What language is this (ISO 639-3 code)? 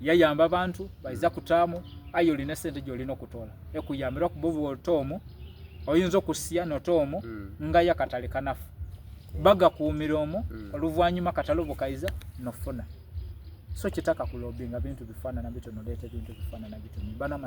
xog